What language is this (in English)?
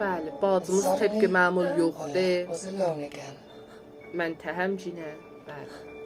South Azerbaijani